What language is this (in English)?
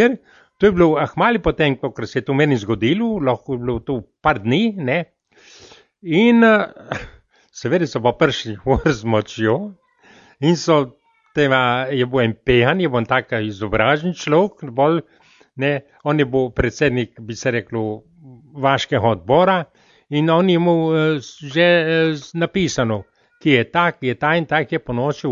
Slovenian